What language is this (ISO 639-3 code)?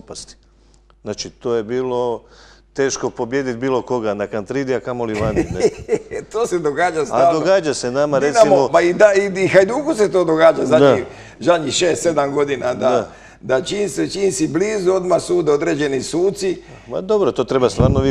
hrv